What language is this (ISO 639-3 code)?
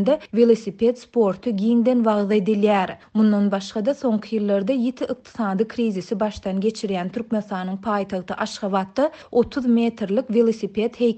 tuk